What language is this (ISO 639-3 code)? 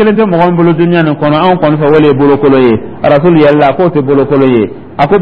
dyu